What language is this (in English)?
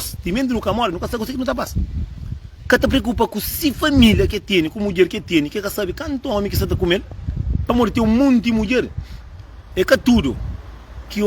Kabuverdianu